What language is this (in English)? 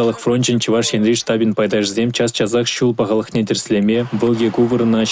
Chuvash